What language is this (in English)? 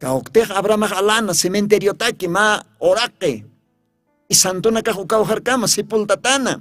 Aymara